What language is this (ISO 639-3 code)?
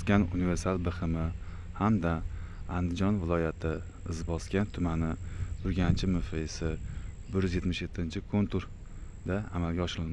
uzb